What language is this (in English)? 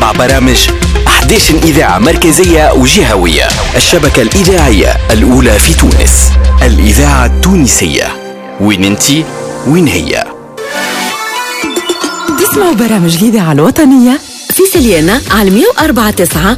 Tunisian Arabic